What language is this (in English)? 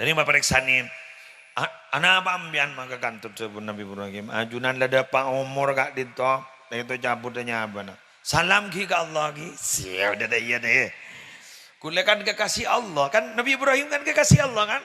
Madurese